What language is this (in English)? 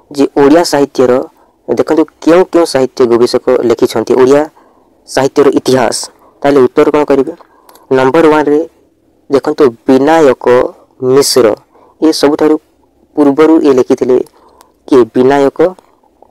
Odia